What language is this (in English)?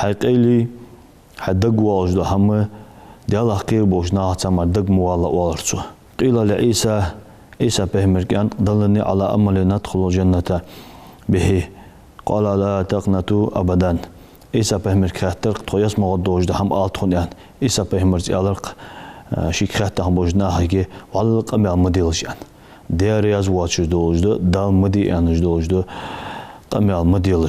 Ingush